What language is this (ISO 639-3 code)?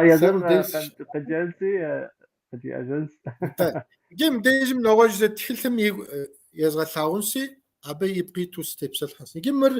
kbd